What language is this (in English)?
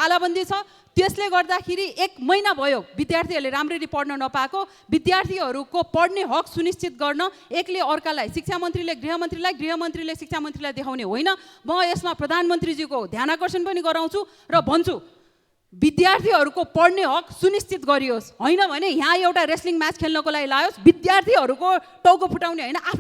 Nepali